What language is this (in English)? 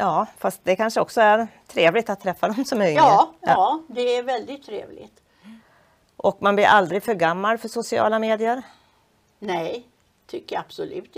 Swedish